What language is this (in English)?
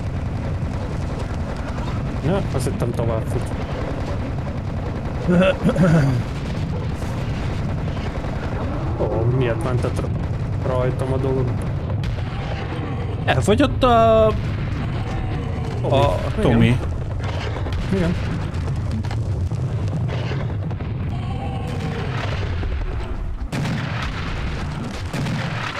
Hungarian